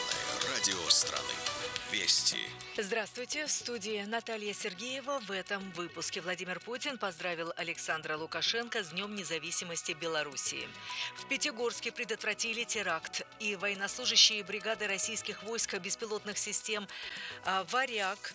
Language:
Russian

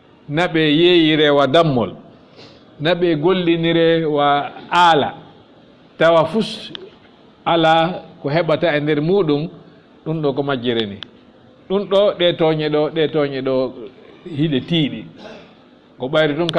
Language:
Fula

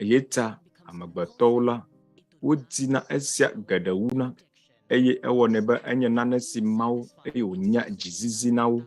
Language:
Ewe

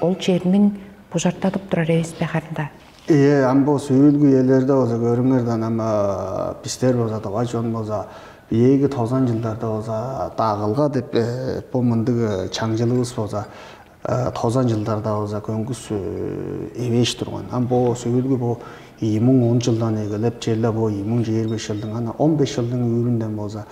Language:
Tuvinian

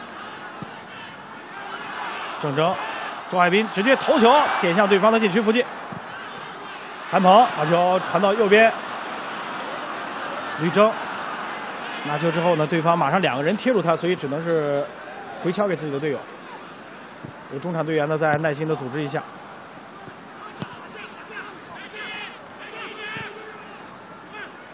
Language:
Chinese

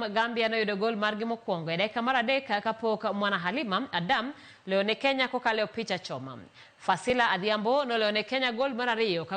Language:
Luo (Kenya and Tanzania)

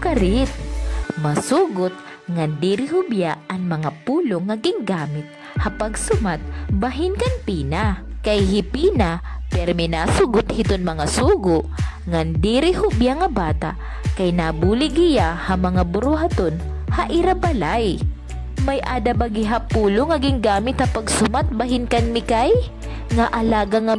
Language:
Waray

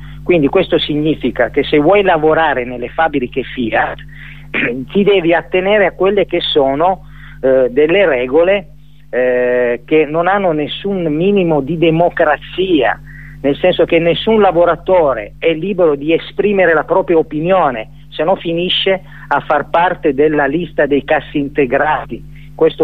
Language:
Italian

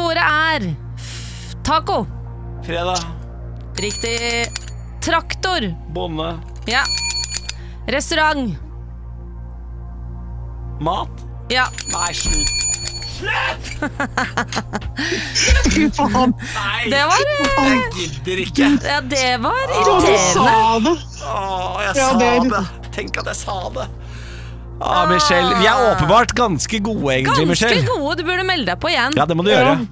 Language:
Norwegian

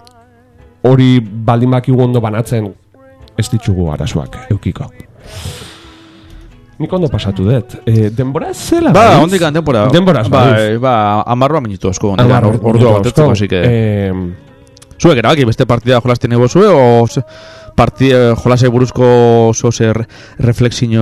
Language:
Basque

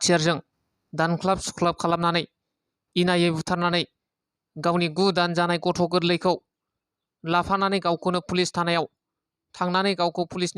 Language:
Bodo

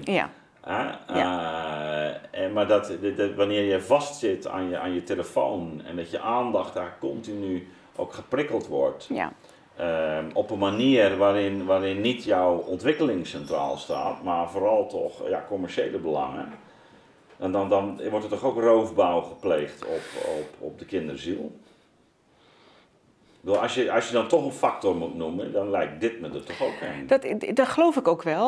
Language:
Dutch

